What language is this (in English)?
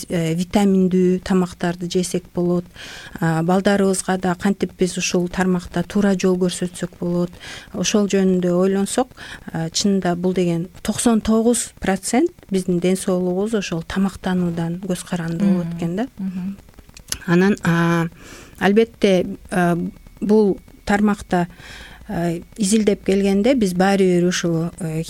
Kyrgyz